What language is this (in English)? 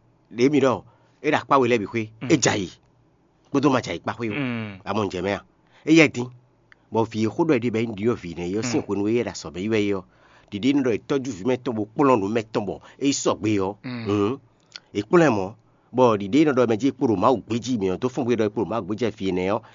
Fon